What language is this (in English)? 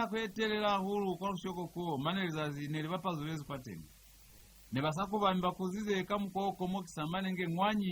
Lozi